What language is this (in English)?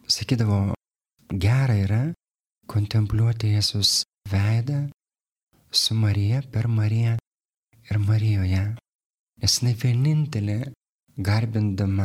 Lithuanian